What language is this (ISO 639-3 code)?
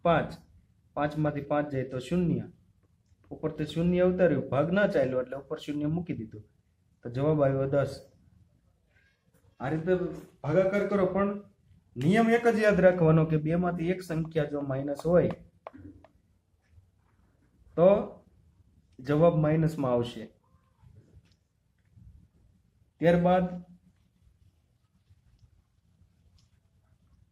guj